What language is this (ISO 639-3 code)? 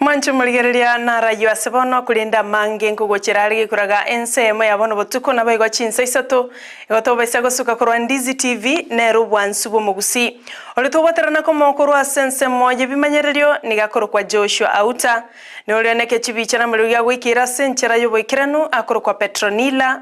guz